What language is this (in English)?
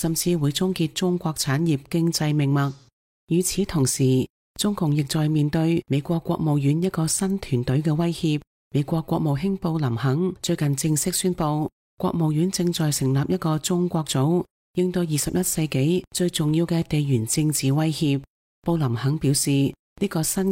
Cantonese